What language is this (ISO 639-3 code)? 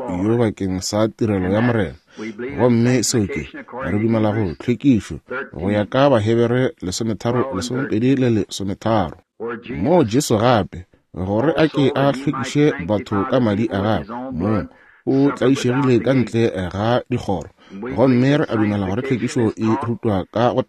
nso